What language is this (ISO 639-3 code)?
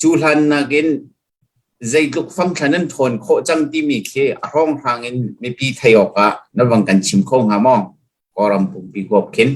cnh